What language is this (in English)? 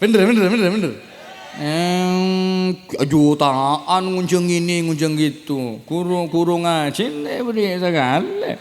Madurese